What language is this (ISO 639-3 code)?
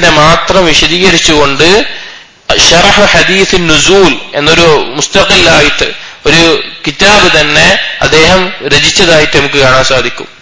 mal